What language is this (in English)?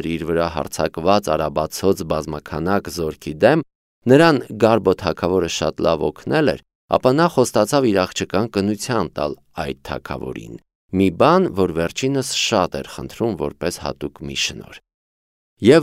Armenian